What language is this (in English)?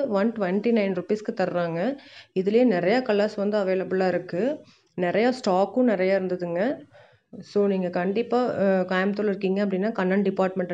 Tamil